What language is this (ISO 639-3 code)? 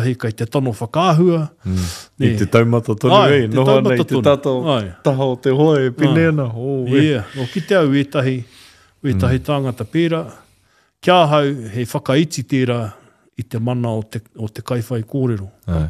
mri